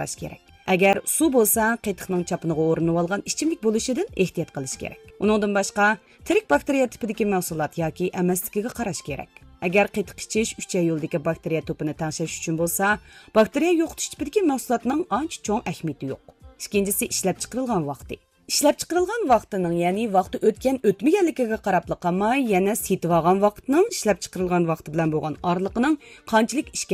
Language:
Uyghur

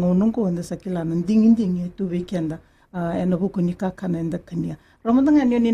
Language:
Fijian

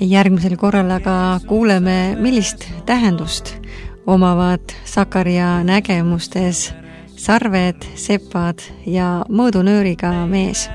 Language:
Estonian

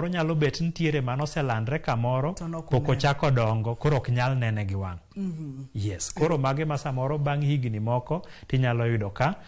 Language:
Luo (Kenya and Tanzania)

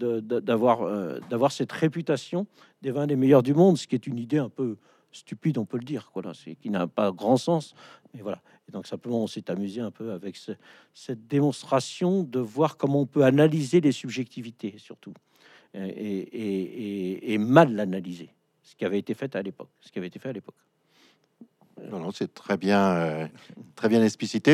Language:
French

